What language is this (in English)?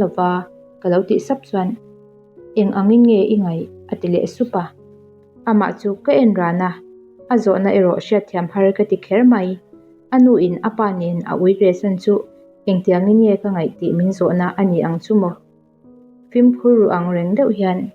Mizo